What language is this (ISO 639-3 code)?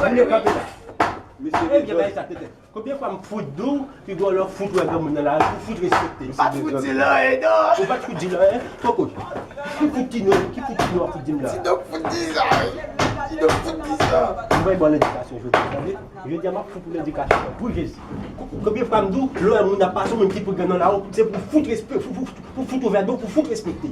hat